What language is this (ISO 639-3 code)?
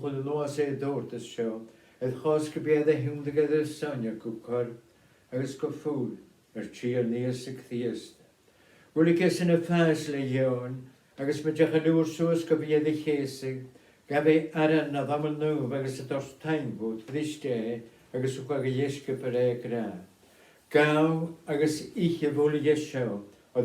gla